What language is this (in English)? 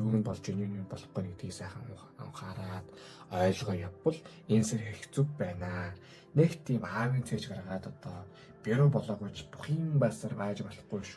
Mongolian